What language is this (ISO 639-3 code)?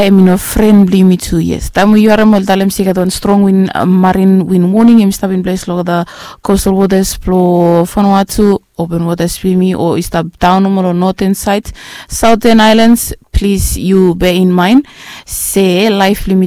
bis